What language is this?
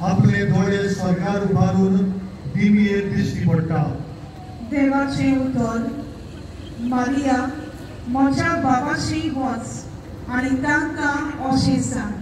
Konkani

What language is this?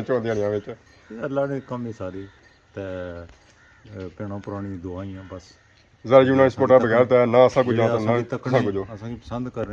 Pahari-Potwari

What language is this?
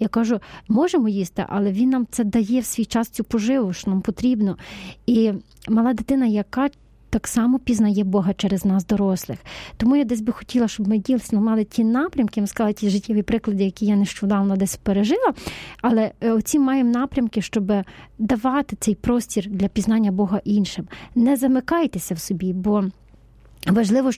Ukrainian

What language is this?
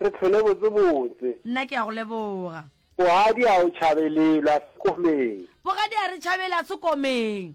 Northern Sotho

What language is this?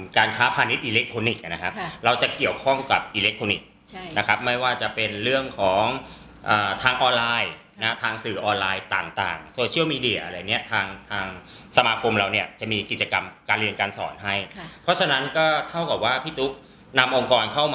Thai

